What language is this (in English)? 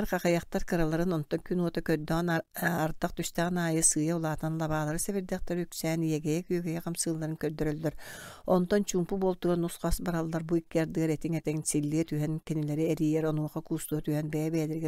Yakut